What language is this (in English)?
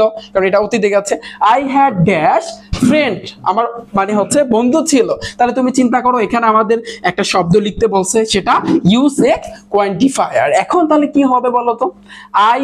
Bangla